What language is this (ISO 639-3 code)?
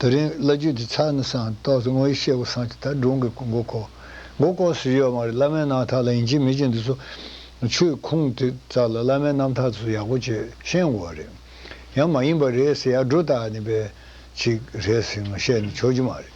bod